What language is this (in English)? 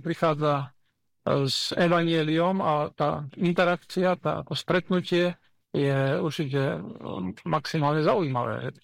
Slovak